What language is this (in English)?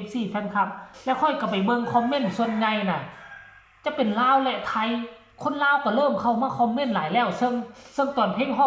Northeastern Thai